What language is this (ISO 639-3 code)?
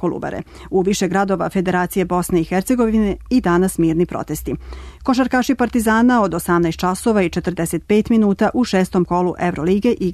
srp